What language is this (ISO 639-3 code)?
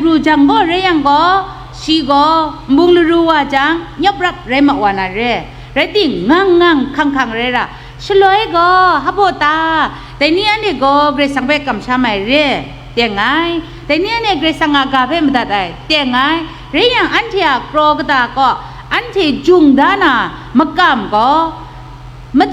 kac